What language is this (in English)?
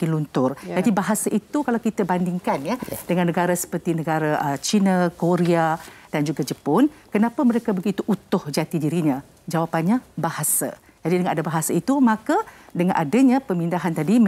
Malay